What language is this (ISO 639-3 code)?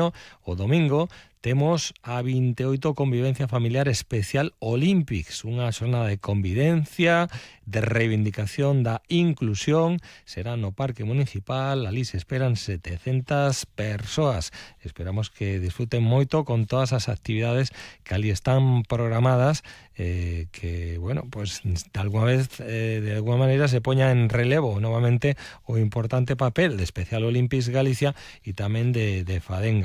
glg